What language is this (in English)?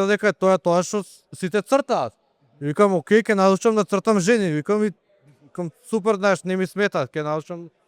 Macedonian